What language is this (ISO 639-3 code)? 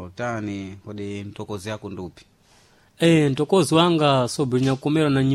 seh